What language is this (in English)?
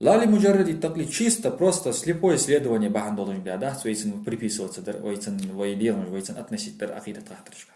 Ingush